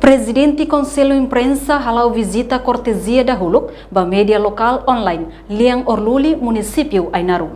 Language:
Tetum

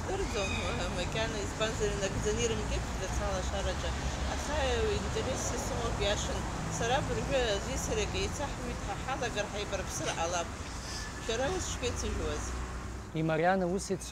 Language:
Abkhazian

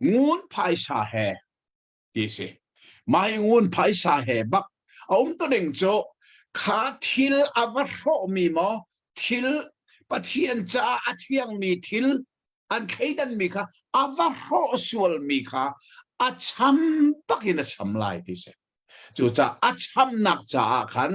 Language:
Hakha Chin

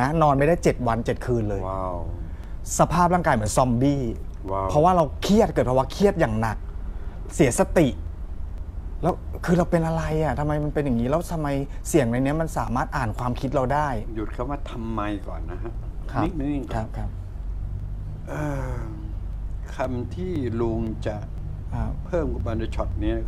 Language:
Thai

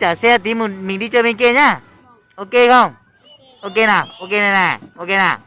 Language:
Hmong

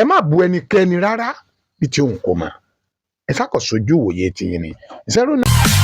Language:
Yoruba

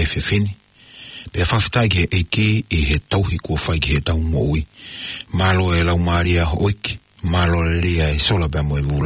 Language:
Tongan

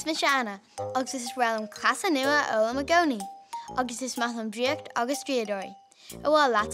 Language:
Irish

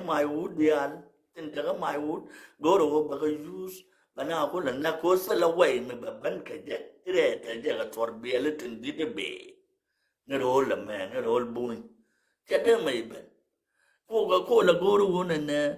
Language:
Nuer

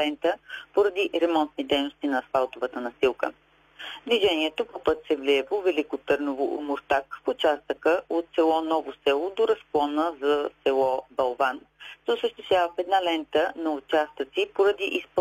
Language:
Bulgarian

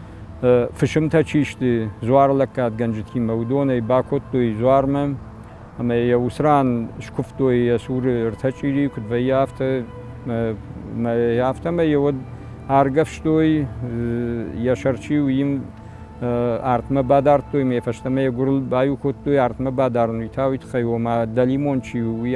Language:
Ossetic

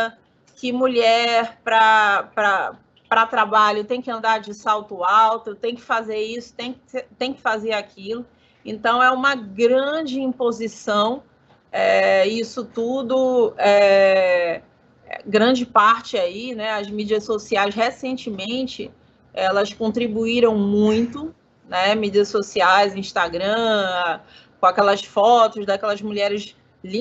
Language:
Portuguese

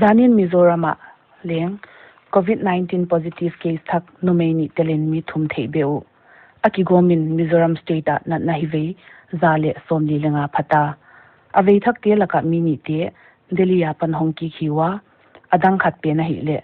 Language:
Paite Chin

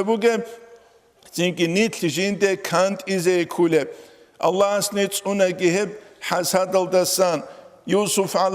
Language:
Avaric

